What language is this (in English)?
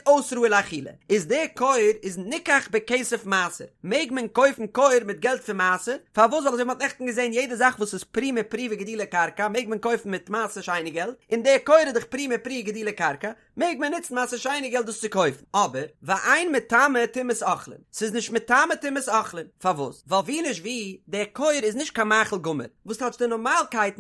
Yiddish